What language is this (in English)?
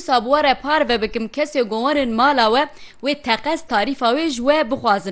Kurdish